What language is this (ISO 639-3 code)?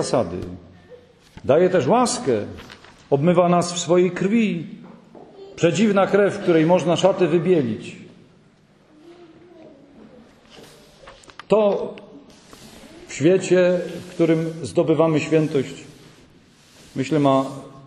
pol